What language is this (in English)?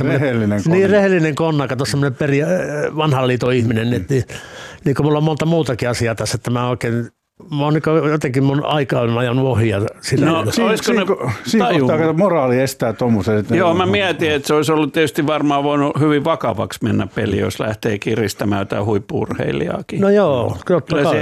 Finnish